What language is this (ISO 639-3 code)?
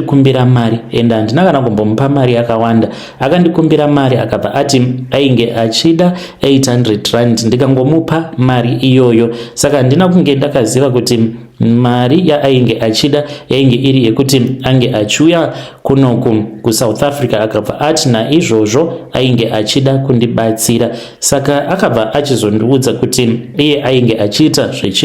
sna